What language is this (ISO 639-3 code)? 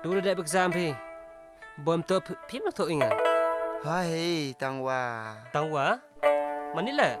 kha